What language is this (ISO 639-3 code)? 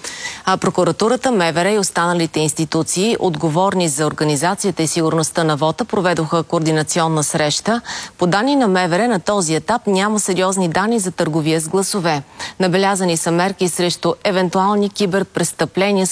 bul